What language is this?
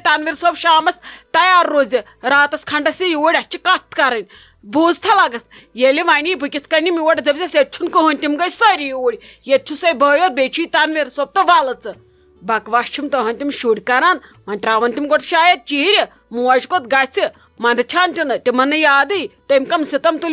Kashmiri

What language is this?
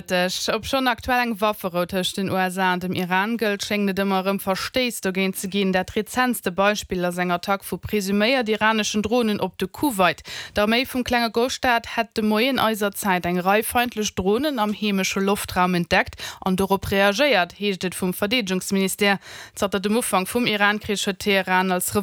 Luxembourgish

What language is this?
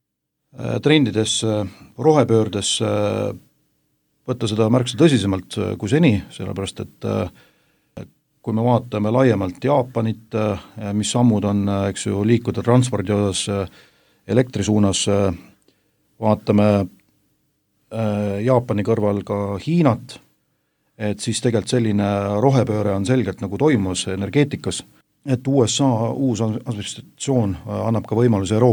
Estonian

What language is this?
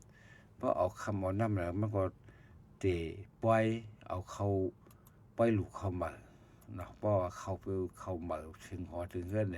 Shan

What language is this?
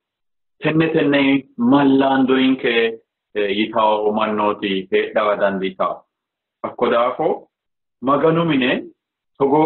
Sidamo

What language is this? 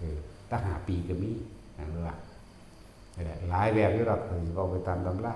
Northeastern Thai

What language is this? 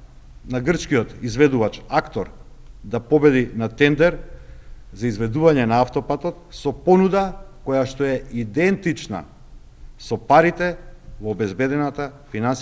Macedonian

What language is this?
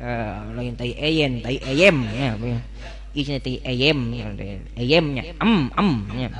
Sundanese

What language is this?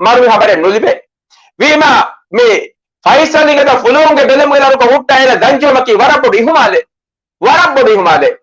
Divehi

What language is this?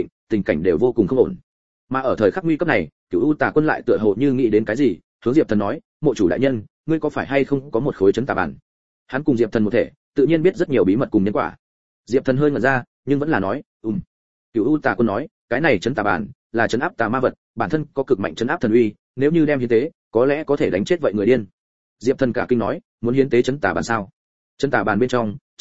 Vietnamese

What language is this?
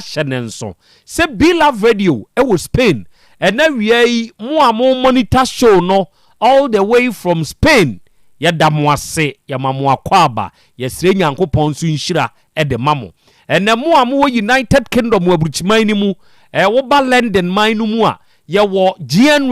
Akan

